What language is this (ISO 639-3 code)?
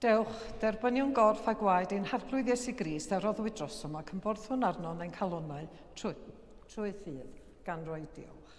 cym